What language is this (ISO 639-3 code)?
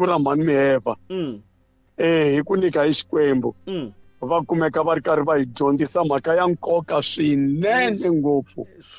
tso